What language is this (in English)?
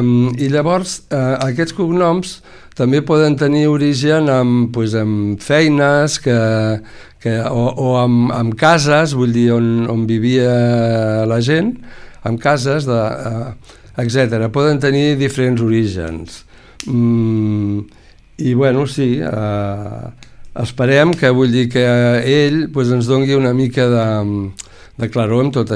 Catalan